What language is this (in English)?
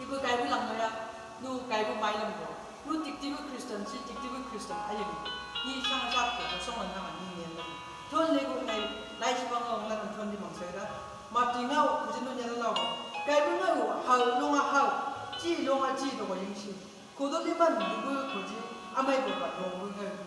Chang Naga